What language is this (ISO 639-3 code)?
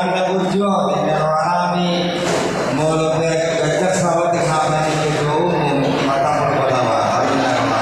bbc